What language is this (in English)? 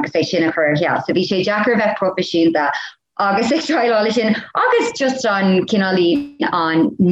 Irish